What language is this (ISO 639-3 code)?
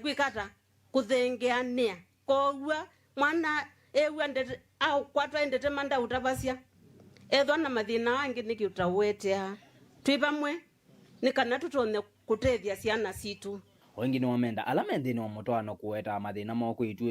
kam